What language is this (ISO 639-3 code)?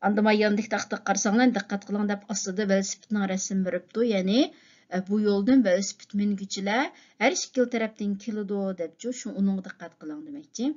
uig